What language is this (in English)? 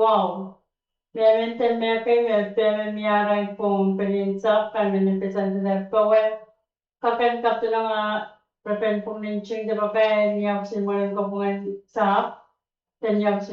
Pohnpeian